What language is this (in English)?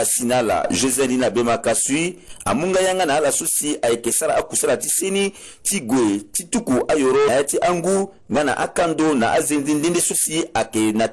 Sango